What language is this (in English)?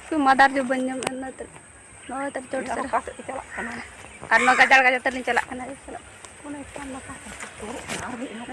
Santali